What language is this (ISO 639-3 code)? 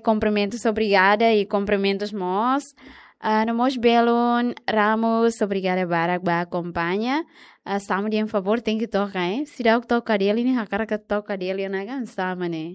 tet